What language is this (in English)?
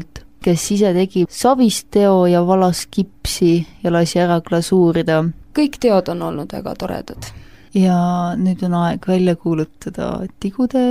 Estonian